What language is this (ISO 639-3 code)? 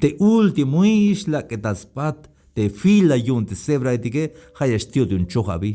tzh